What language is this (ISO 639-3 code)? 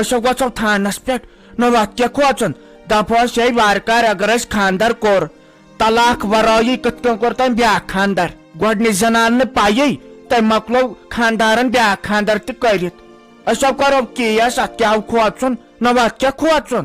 kas